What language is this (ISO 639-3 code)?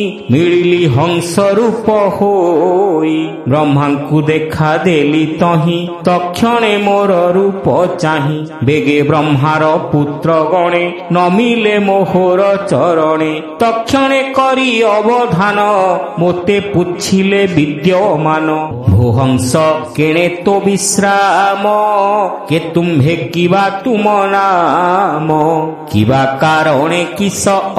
ori